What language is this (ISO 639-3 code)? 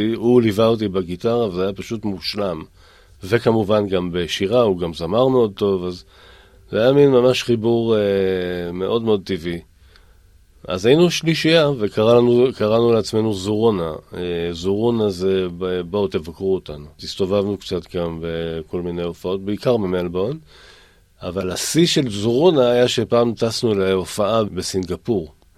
heb